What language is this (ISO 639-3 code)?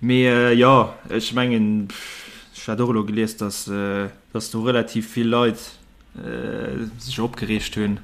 ltz